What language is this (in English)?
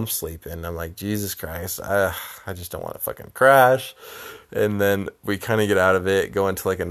English